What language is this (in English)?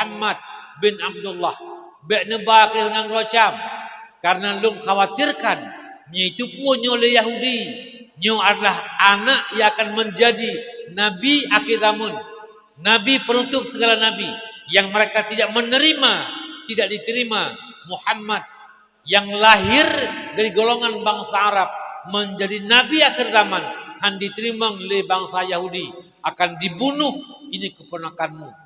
Achinese